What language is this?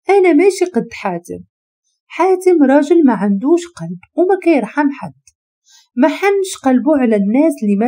Moroccan Arabic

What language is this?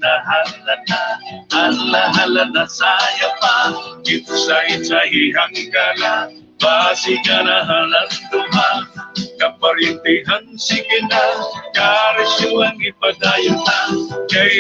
Waray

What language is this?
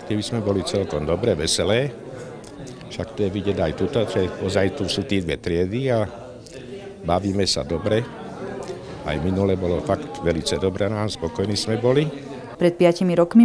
Slovak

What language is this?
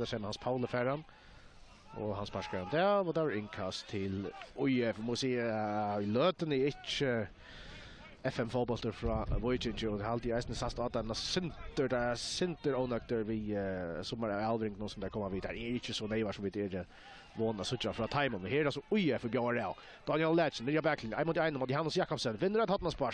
Faroese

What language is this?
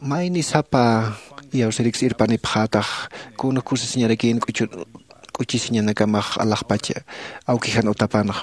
Aymara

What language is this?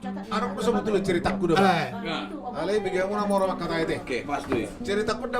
Batak Toba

